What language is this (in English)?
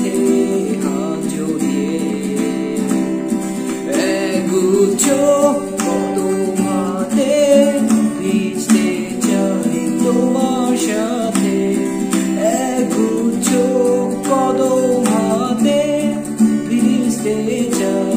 Bangla